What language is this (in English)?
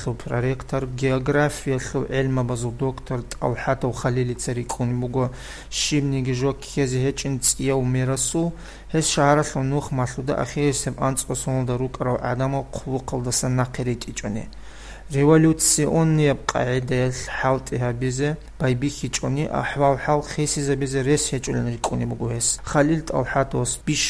Avaric